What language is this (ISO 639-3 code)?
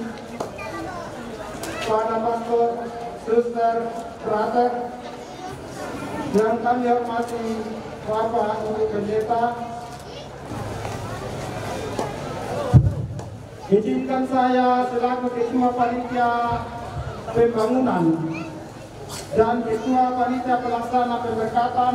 ind